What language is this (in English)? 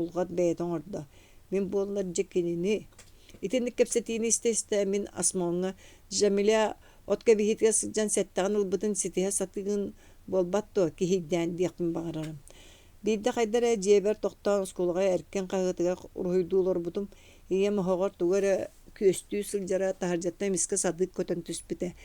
Yakut